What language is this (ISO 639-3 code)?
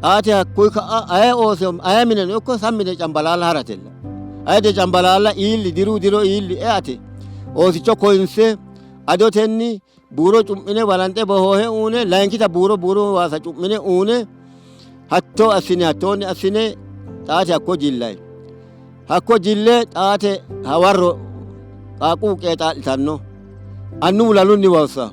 sid